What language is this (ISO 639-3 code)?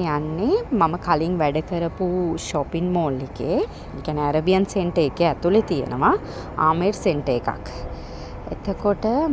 sin